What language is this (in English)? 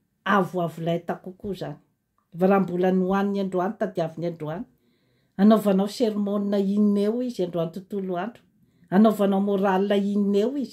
Malagasy